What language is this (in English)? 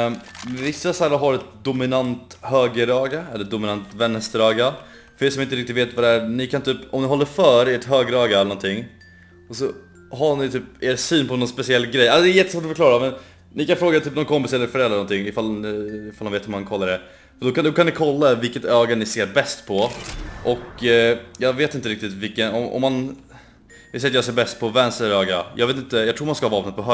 Swedish